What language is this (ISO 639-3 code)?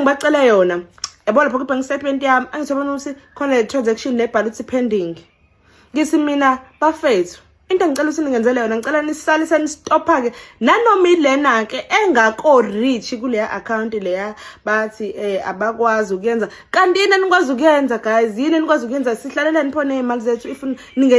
zul